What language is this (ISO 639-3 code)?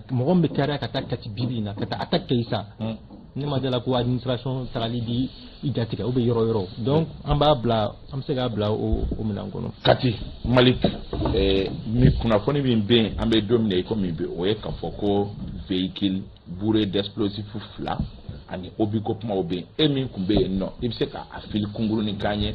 bam